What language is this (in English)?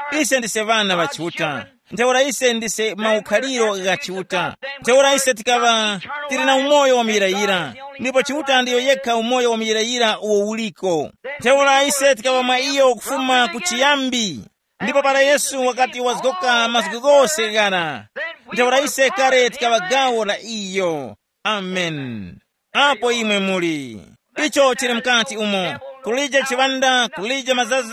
Tumbuka